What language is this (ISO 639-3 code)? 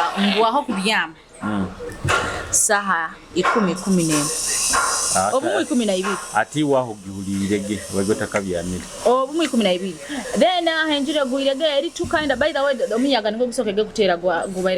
nyo